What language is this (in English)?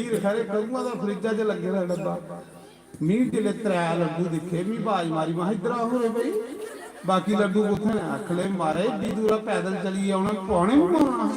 Dogri